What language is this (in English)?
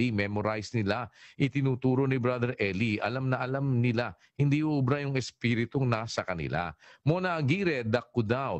Filipino